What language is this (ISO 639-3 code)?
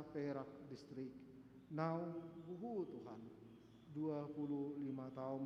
bbc